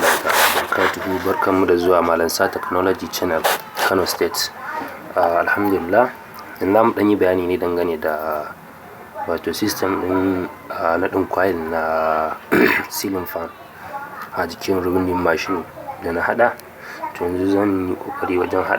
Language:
Hausa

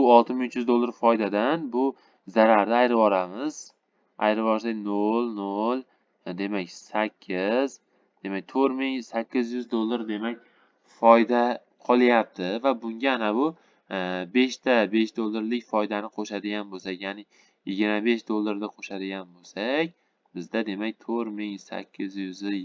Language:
Uzbek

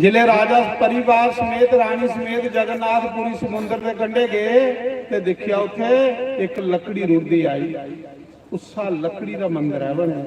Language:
Dogri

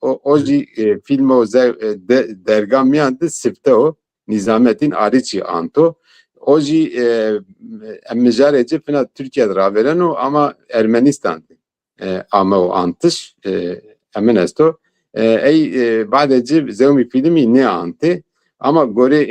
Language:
Zaza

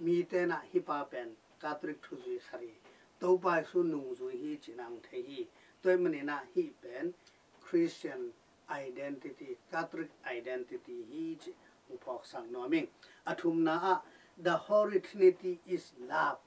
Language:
Tedim Chin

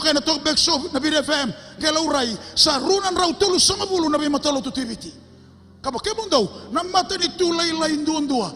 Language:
Fijian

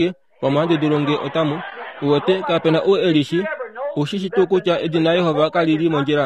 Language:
Kuanyama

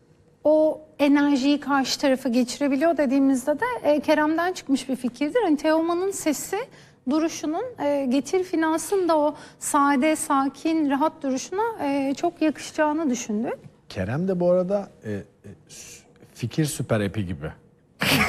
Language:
Turkish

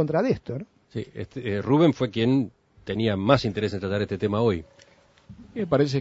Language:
Spanish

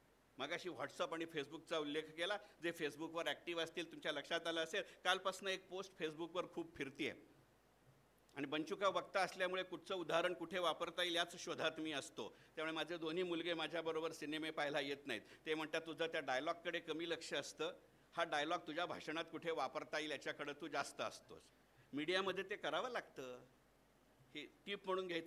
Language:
Marathi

